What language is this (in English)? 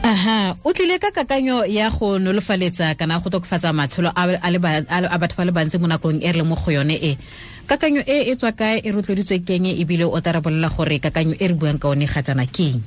Tswana